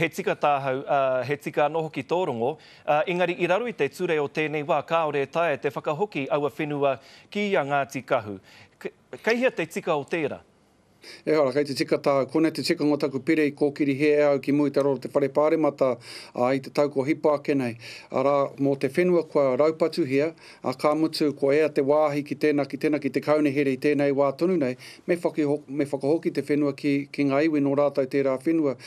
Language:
Māori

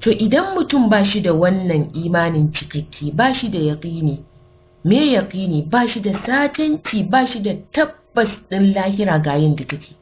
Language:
Hausa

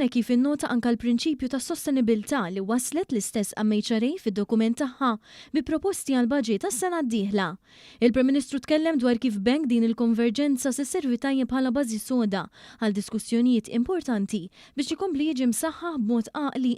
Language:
Maltese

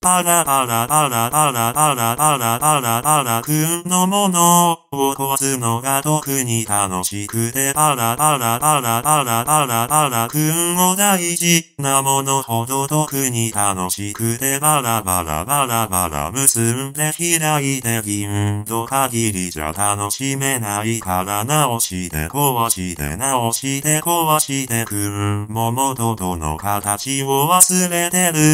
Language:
Japanese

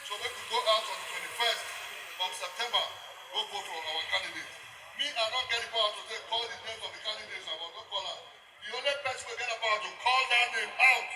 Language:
Nigerian Pidgin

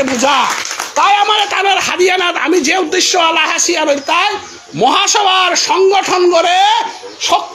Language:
Bishnupriya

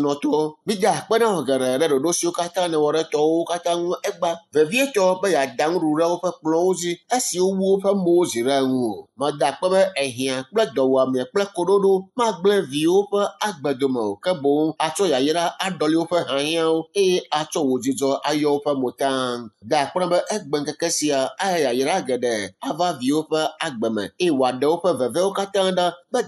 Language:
Ewe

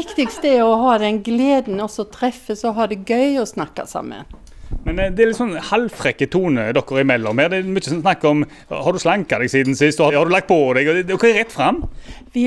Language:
Norwegian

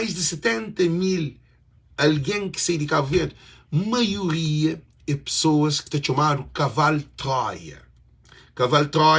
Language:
Kabuverdianu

